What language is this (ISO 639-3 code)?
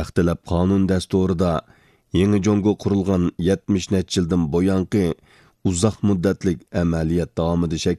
uig